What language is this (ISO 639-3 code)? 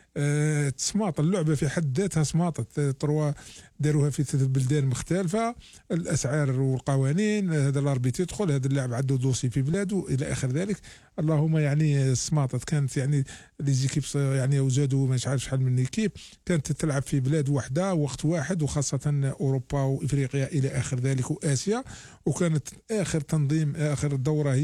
arq